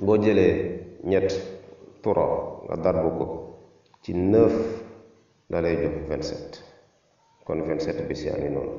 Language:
Wolof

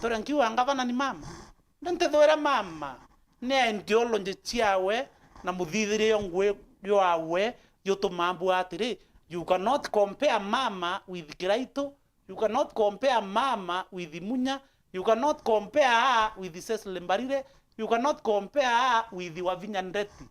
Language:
Meru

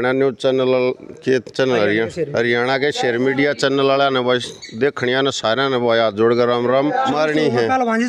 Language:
Haryanvi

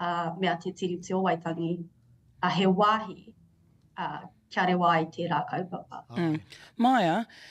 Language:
Māori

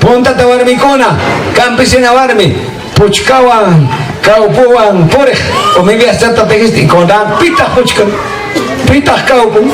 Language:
Ayacucho Quechua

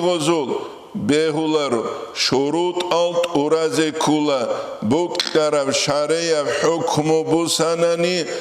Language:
Avaric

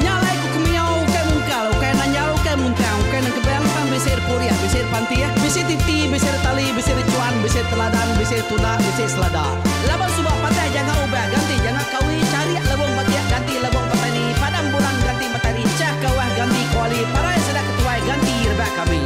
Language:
Iban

